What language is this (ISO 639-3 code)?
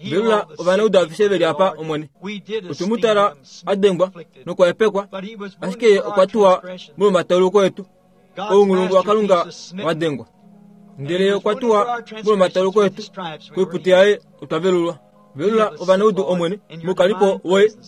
kua